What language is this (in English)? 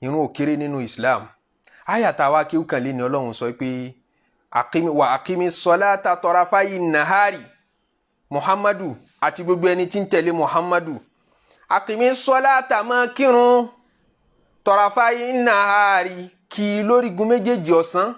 Yoruba